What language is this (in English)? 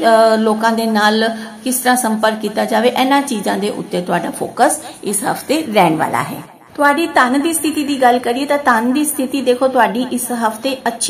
Punjabi